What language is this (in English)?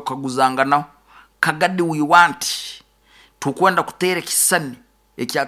Nyoro